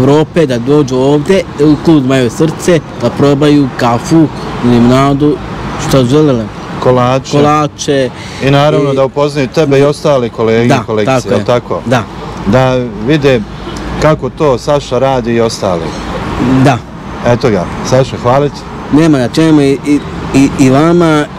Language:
Bosnian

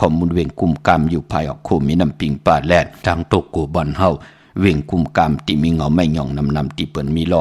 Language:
Shan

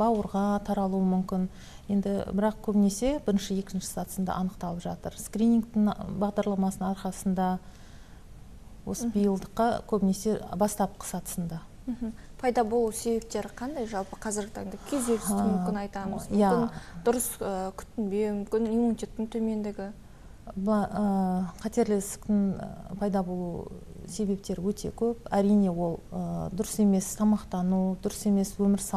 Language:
Kazakh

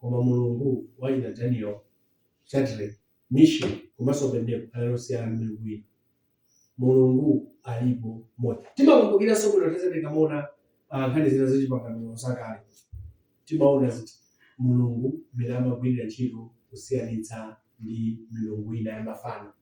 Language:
Nyanja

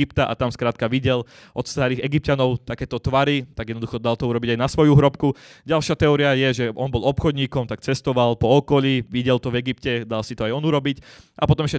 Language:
Slovak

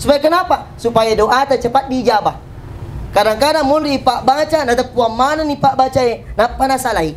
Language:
Buginese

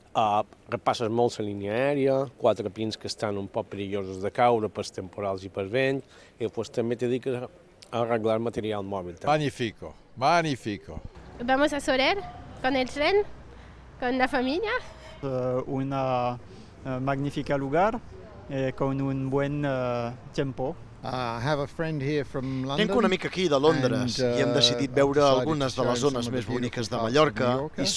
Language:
Catalan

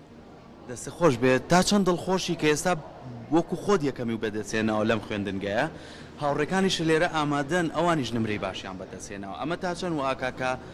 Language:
Central Kurdish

